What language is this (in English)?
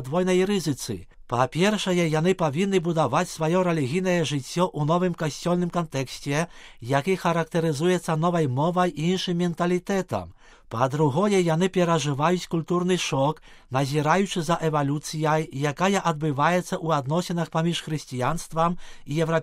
Belarusian